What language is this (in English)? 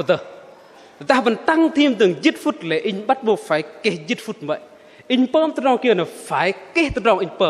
Bahnar